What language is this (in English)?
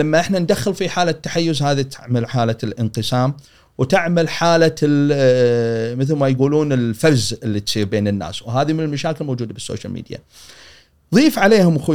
Gulf Arabic